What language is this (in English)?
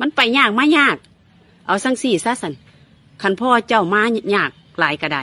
Northeastern Thai